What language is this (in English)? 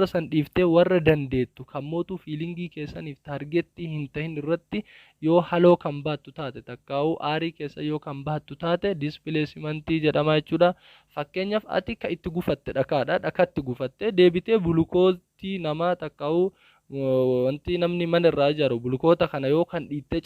Oromo